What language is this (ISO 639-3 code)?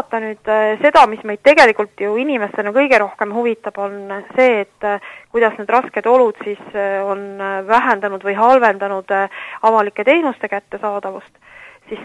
est